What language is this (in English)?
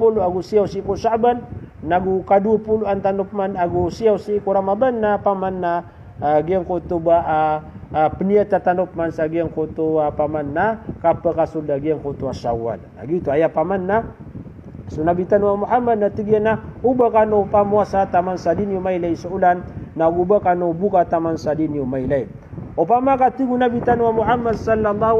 Maranao